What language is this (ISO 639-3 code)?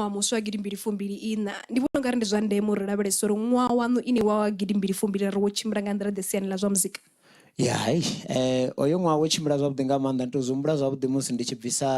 ven